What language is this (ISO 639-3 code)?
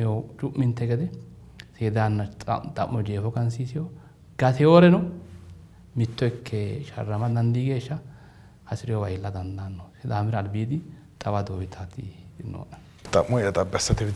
sid